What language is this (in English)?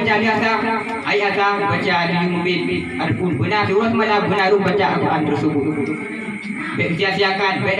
Achinese